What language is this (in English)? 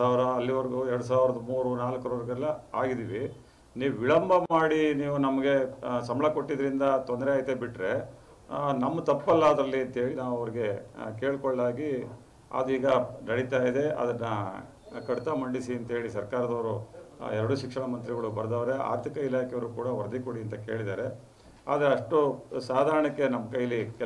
Kannada